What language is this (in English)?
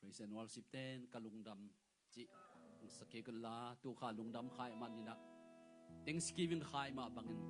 Tedim Chin